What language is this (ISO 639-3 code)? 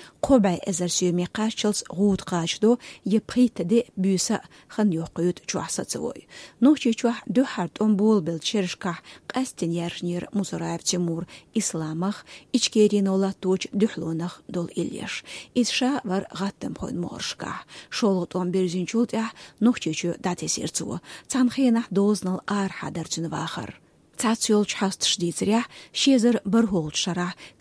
che